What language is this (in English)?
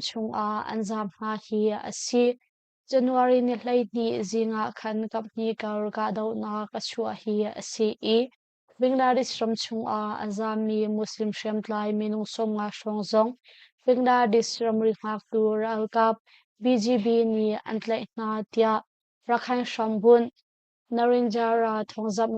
Hakha Chin